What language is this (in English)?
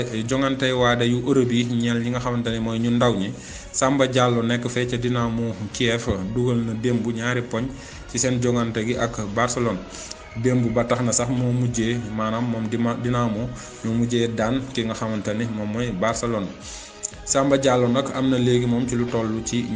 Wolof